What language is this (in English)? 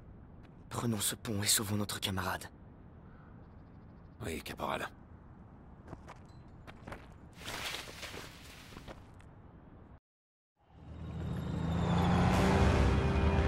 French